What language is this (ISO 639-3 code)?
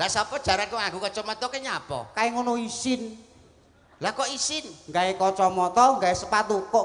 jav